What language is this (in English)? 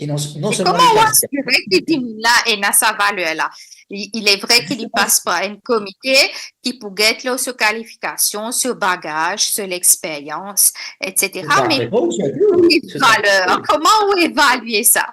Morisyen